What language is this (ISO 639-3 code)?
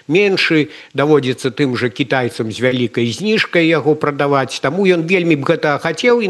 bel